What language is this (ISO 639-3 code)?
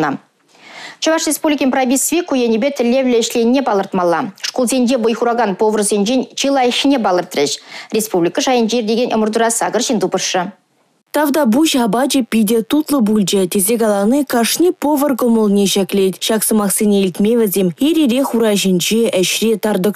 chv